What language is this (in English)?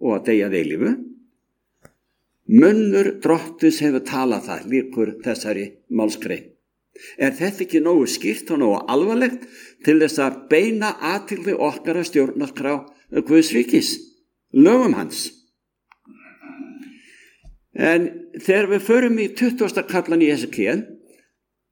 Icelandic